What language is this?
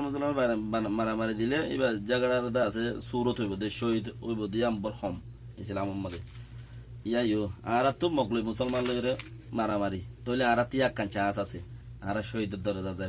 Rohingya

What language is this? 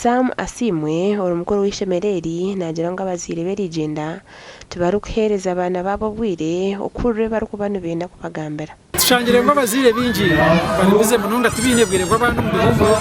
Nyankole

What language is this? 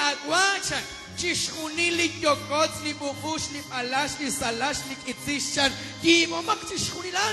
Kekchí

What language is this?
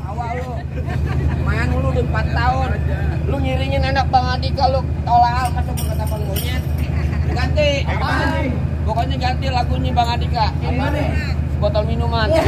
Betawi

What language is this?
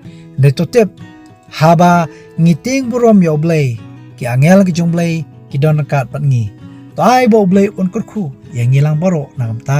Khasi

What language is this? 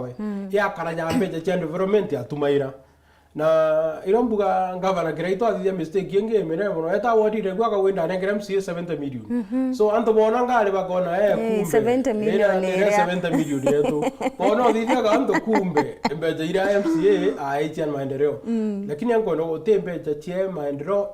Meru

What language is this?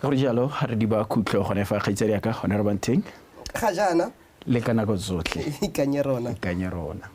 Tswana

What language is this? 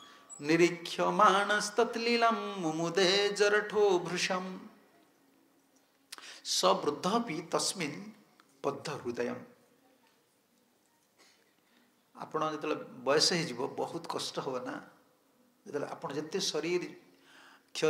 Odia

